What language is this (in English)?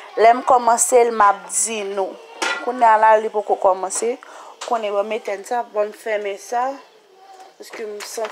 Haitian Creole